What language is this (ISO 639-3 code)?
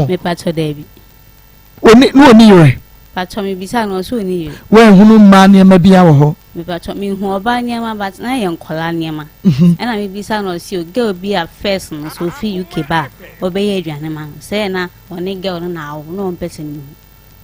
aka